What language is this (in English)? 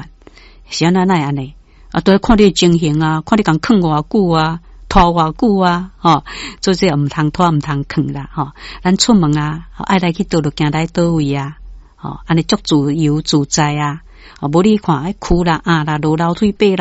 Min Nan Chinese